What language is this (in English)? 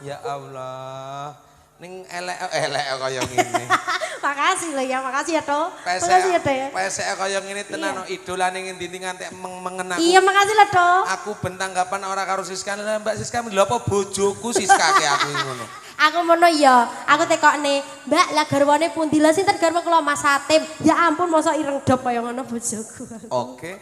Javanese